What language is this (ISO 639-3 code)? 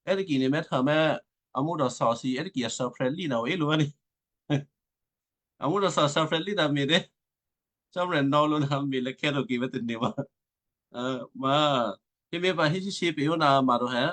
kyu